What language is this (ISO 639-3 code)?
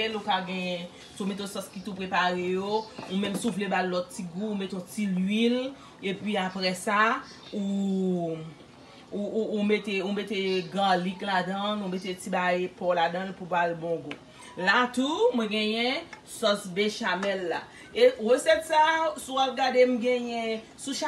hat